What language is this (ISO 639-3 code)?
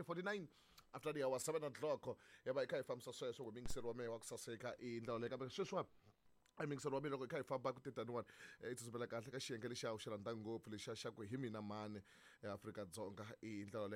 tso